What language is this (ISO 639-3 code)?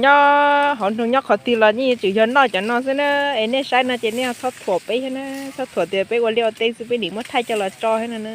hmn